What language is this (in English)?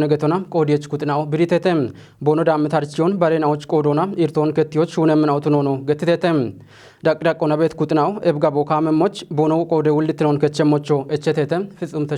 Kafa